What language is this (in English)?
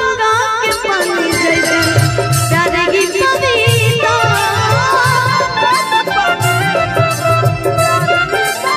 Bhojpuri